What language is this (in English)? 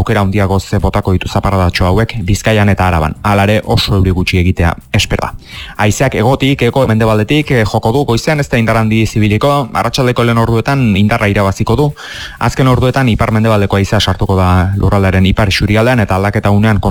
Basque